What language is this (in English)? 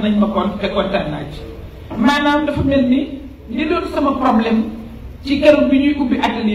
Wolof